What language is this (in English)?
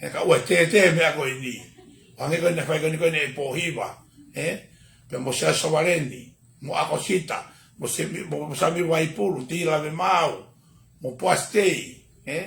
Tongan